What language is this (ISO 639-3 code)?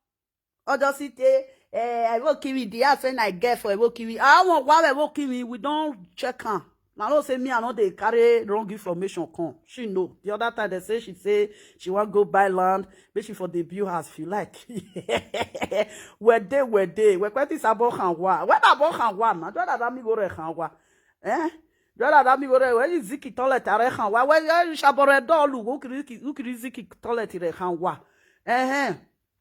pcm